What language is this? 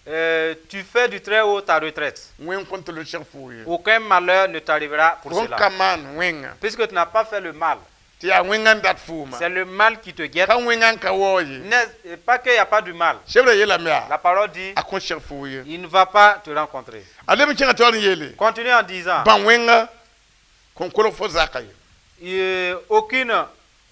Mossi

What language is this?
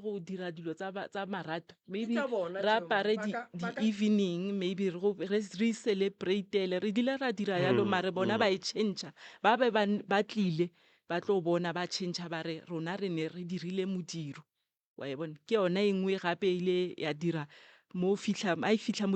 Northern Sotho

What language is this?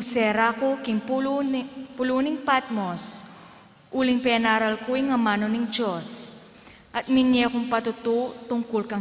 Pampanga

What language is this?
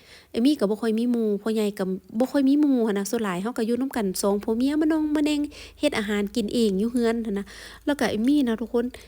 Lao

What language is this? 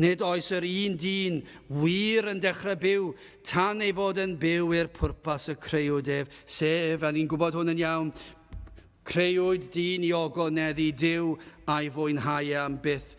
Welsh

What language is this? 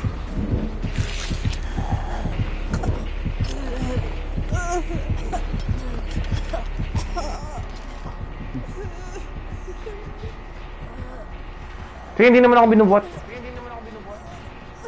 Filipino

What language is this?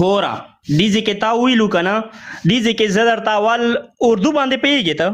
Pashto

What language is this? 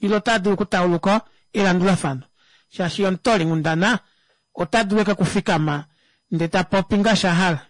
Kuanyama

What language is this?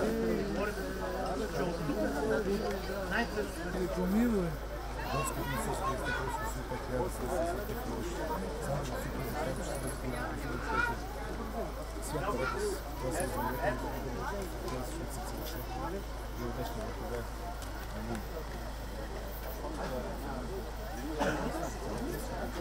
Bulgarian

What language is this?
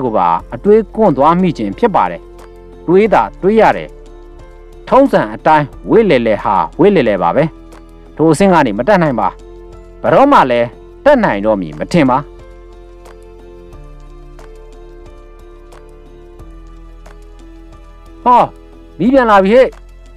Burmese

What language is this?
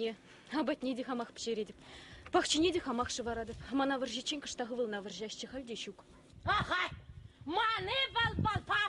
Chuvash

